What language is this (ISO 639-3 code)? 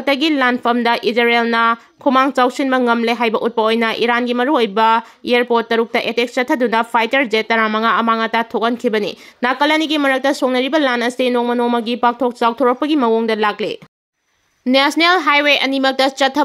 mni